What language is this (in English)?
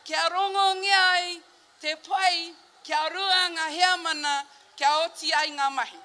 Māori